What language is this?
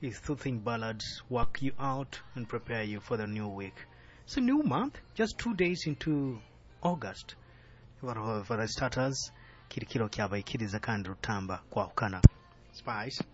Nyoro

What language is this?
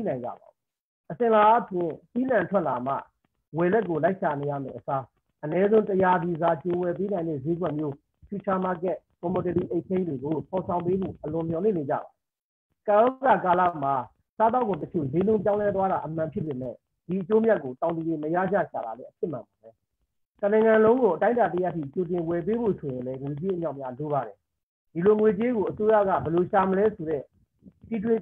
Burmese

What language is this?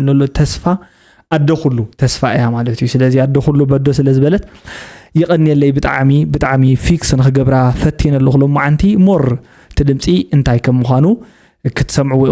Tigrinya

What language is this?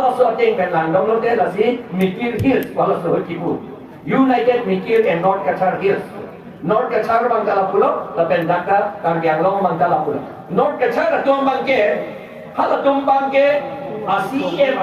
Karbi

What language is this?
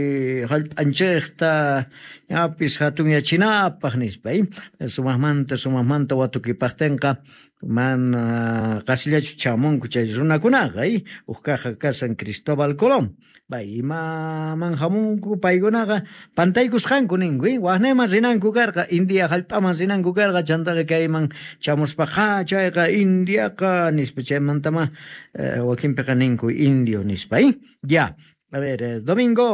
South Bolivian Quechua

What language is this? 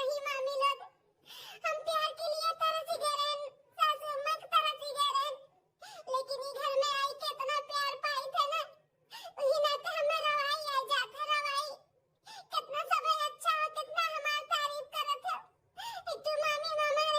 Awadhi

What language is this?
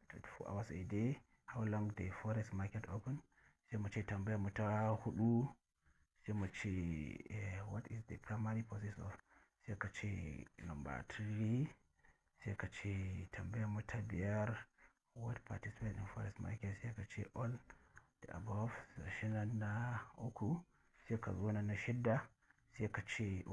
Hausa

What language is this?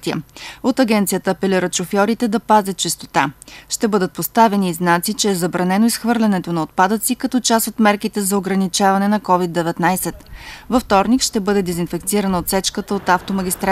Bulgarian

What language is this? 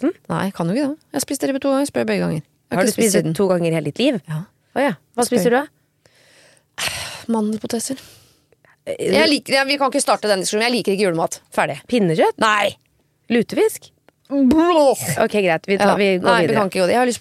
Norwegian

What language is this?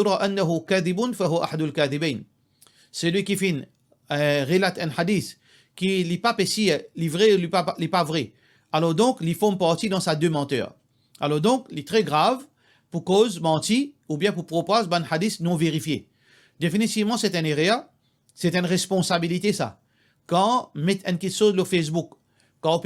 Morisyen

